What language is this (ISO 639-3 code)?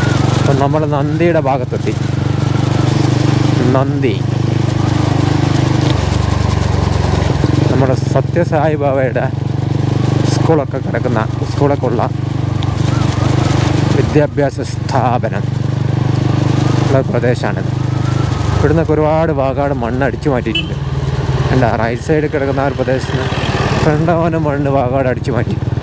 mal